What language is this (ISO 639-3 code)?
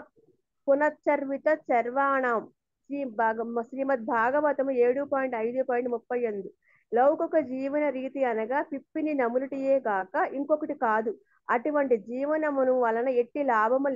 tel